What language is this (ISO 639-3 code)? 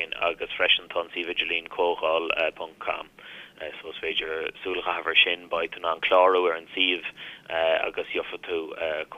gle